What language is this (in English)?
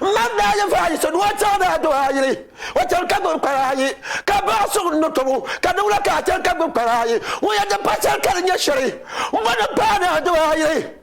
Dagbani